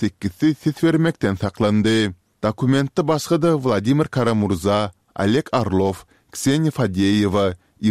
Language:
Turkmen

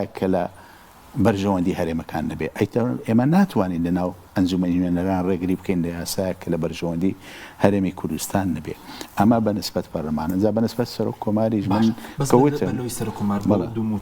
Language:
Central Kurdish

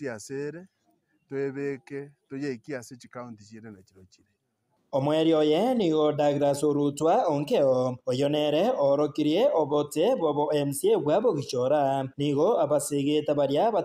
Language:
Gusii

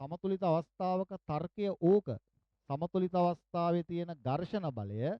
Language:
Sinhala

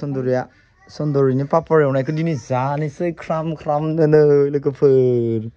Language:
Bodo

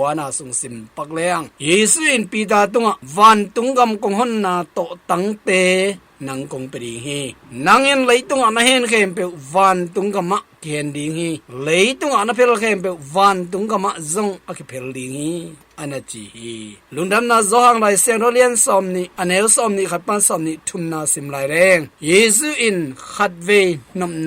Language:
Tedim Chin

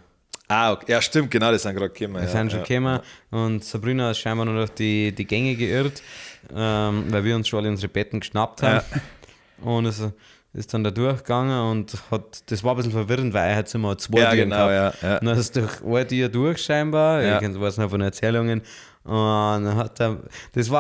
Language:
Bavarian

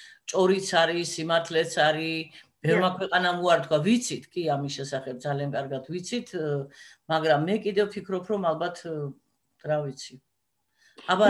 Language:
Georgian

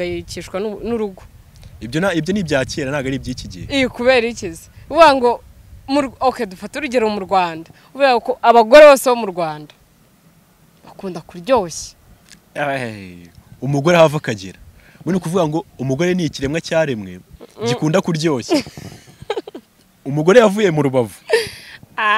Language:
Kinyarwanda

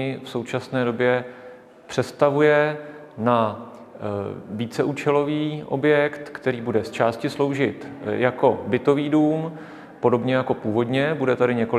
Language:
Czech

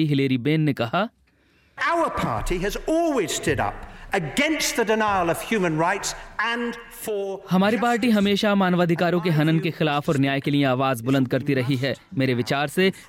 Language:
Hindi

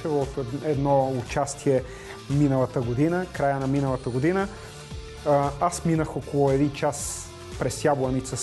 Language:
Bulgarian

